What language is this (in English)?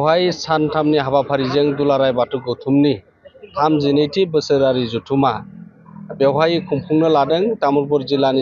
Bodo